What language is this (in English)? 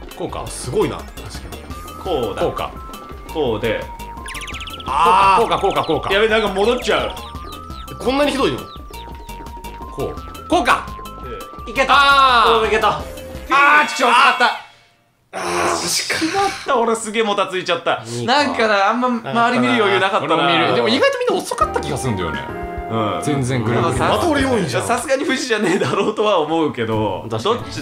Japanese